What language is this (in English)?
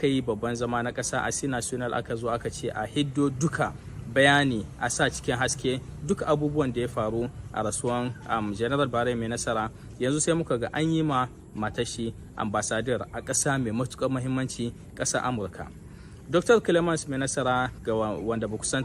Hausa